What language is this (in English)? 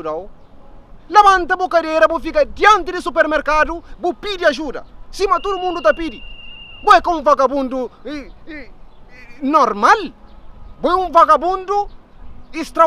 Kabuverdianu